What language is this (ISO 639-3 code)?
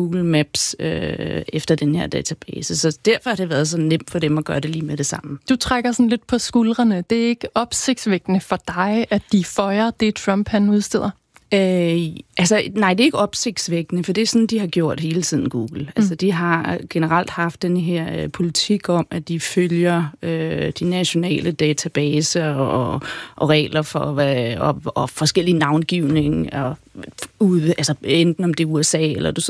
dan